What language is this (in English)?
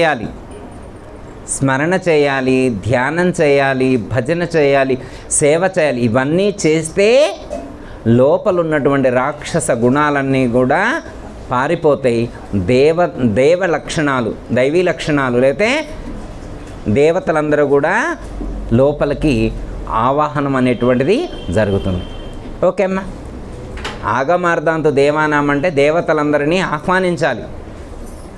Telugu